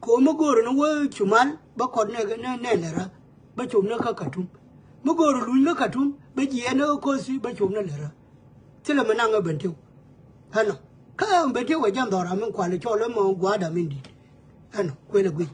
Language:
Nuer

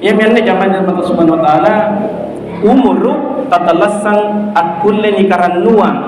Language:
Makasar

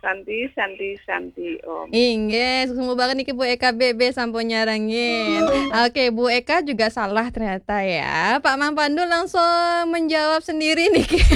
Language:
Balinese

